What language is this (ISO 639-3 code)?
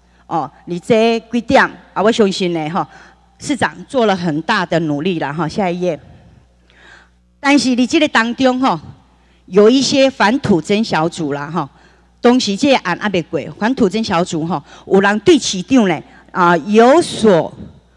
zho